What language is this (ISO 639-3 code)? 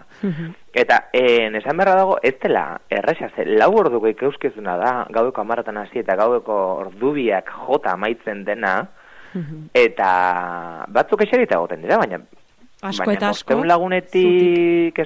eus